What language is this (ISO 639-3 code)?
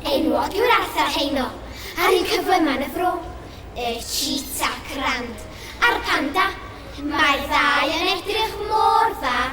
cym